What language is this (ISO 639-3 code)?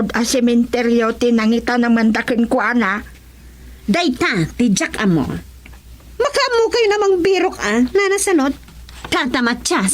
ilo